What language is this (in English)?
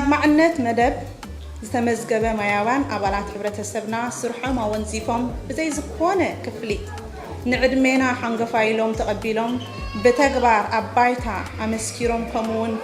Tigrinya